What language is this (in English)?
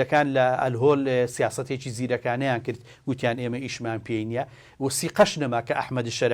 Central Kurdish